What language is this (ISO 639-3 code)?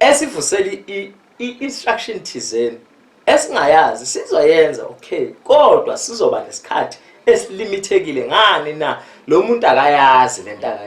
zul